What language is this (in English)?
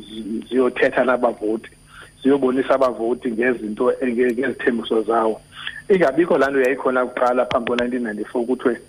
Xhosa